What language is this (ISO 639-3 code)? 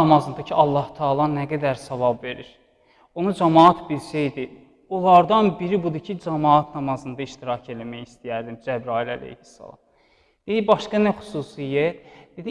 aze